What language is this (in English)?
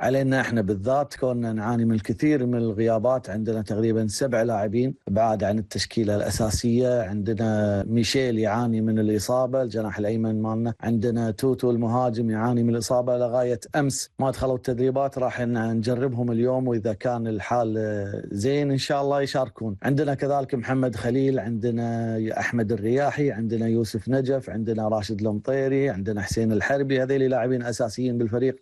Gulf Arabic